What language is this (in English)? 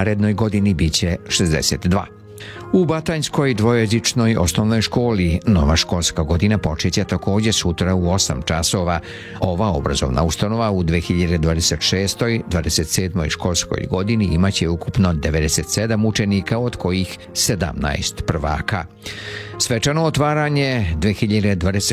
Serbian